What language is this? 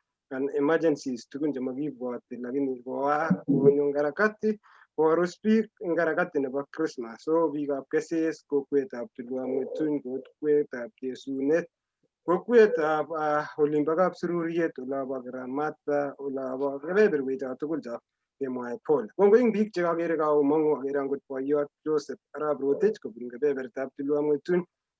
Kalenjin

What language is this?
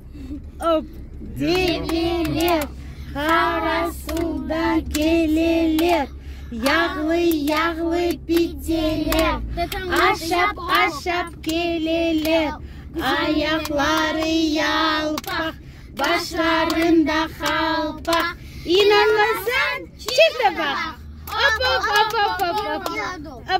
Crimean Tatar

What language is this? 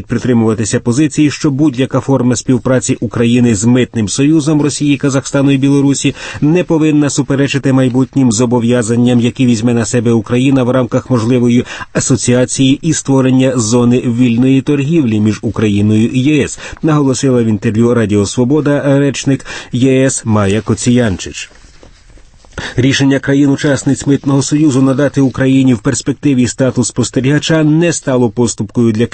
Ukrainian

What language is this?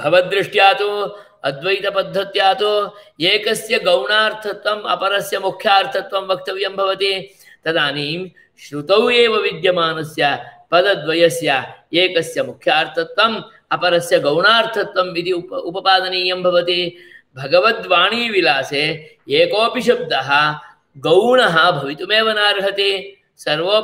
Sanskrit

